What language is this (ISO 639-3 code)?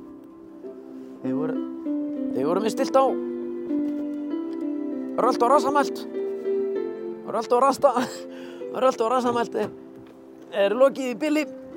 isl